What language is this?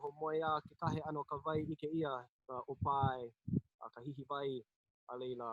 Hawaiian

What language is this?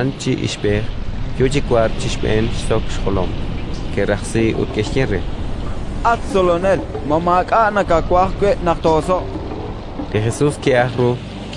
Kekchí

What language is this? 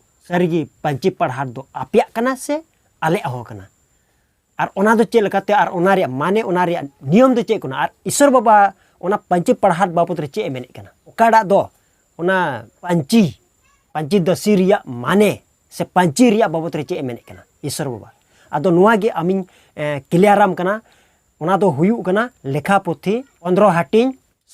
Santali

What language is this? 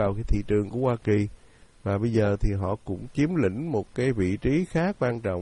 Vietnamese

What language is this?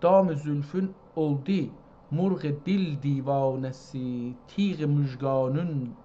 South Azerbaijani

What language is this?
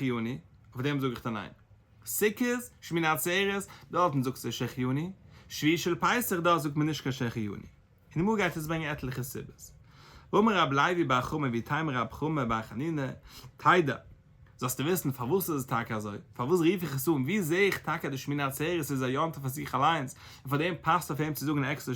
Yiddish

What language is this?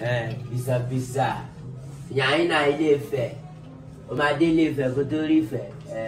Yoruba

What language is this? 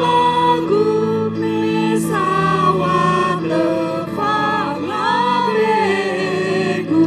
Nias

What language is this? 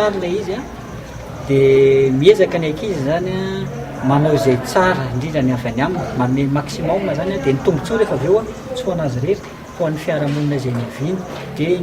Malagasy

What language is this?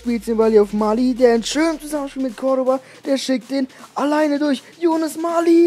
German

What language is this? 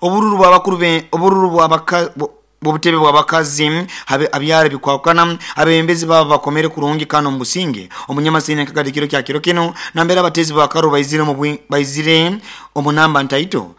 Nyoro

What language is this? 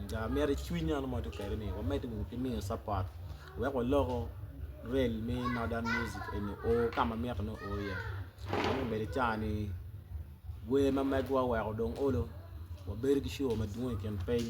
Acoli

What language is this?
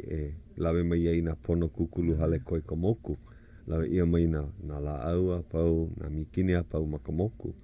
Hawaiian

